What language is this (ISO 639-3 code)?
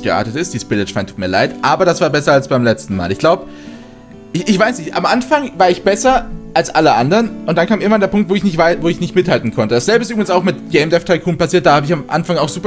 deu